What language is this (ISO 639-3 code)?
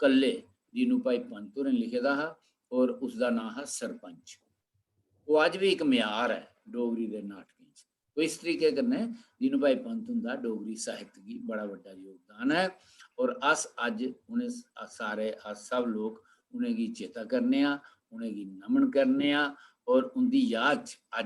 doi